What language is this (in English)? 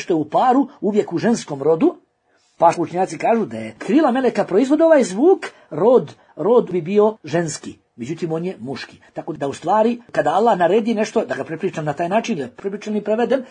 Bosnian